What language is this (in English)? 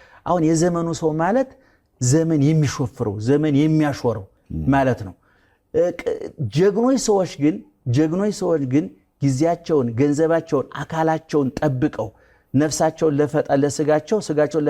Amharic